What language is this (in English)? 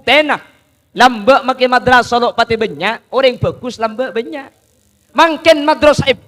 Madurese